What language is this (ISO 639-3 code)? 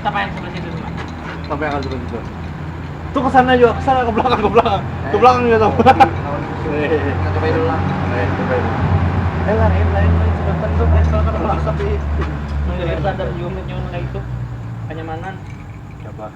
bjn